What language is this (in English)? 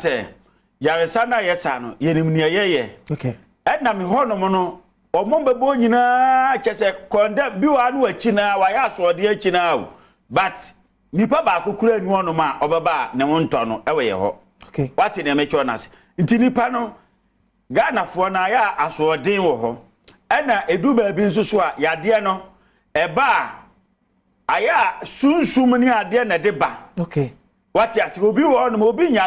Akan